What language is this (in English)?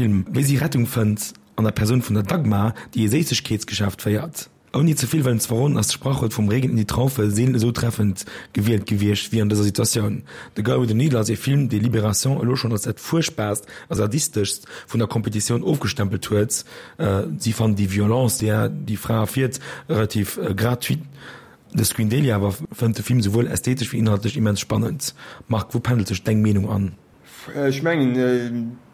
Luxembourgish